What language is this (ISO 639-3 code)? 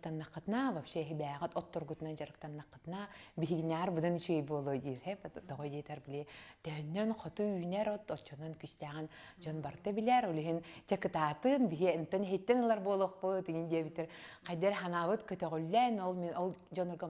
sah